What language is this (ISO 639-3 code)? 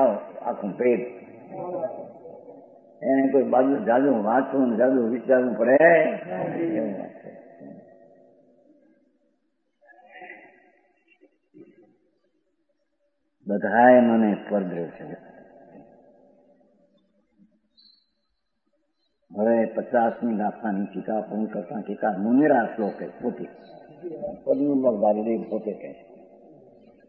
guj